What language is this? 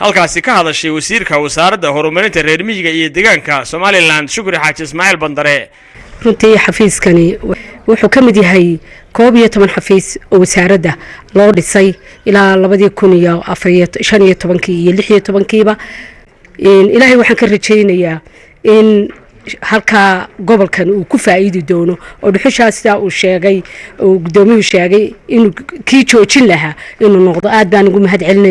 Somali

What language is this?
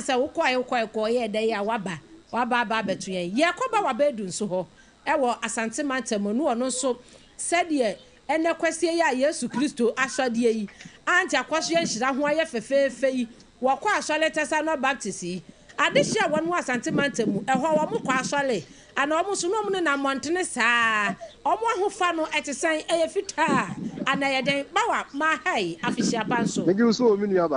Akan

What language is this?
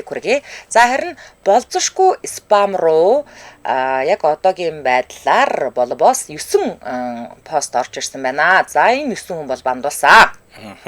Mongolian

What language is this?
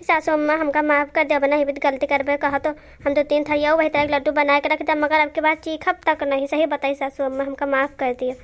Awadhi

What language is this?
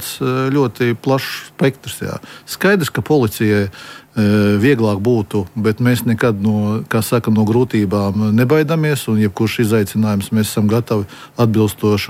Latvian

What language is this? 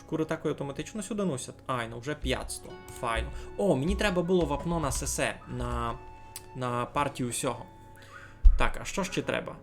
Rusyn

